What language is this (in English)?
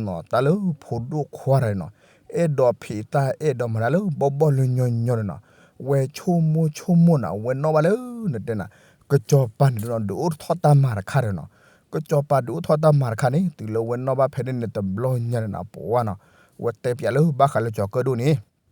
S'gaw Karen